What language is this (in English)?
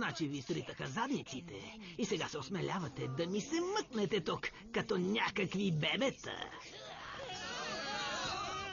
Bulgarian